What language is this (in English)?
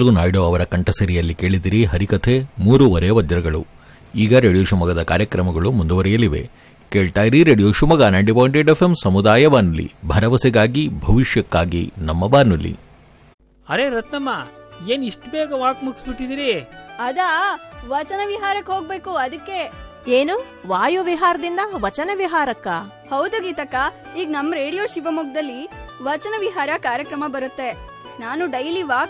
Kannada